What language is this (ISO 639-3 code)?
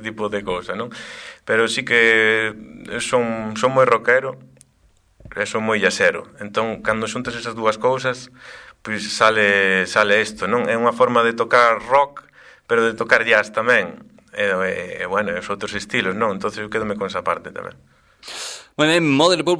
glg